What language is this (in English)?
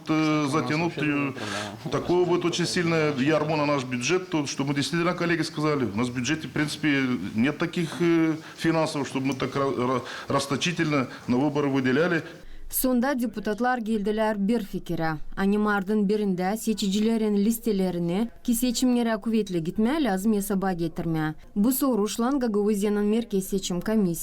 Gagauz